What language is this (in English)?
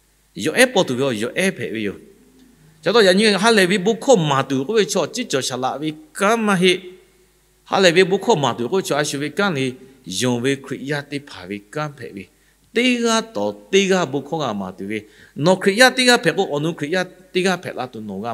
Lahu